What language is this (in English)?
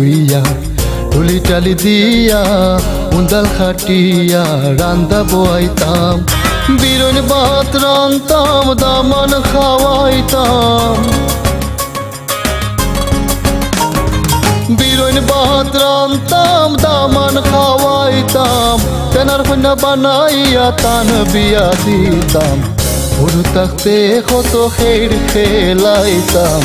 Bangla